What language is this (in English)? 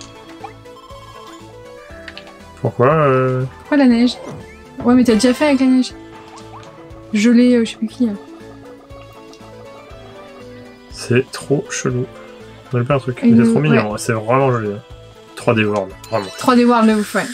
French